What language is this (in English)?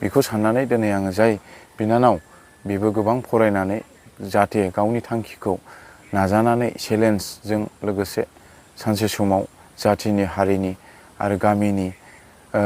Bodo